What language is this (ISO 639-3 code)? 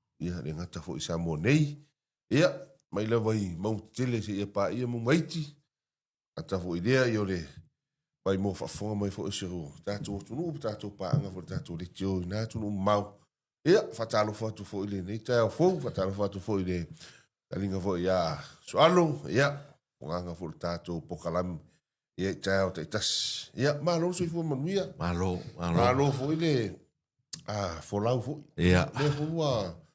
smo